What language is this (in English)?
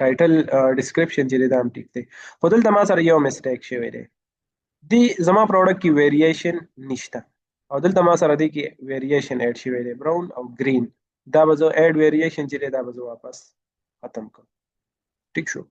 Pashto